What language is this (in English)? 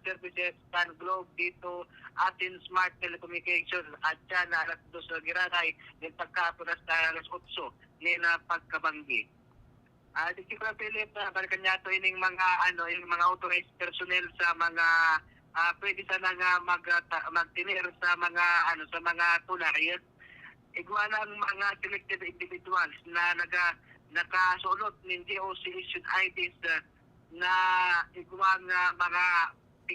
Bikol